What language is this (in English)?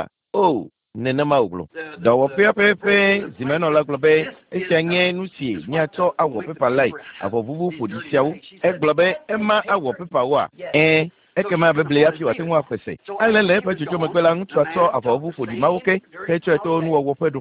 Ewe